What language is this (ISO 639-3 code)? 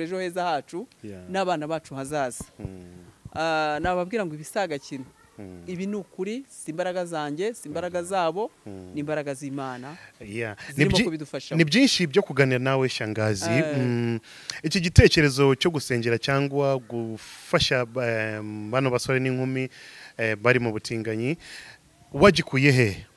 kin